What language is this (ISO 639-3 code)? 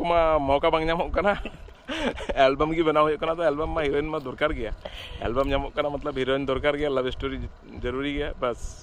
sat